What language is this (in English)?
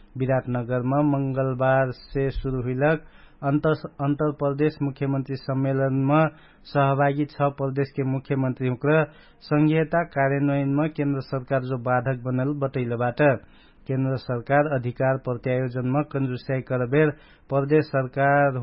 Dangaura Tharu